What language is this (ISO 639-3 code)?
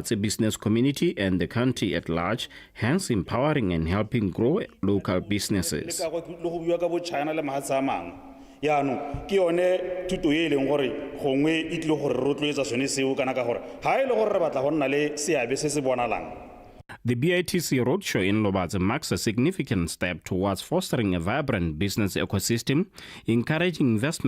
tsn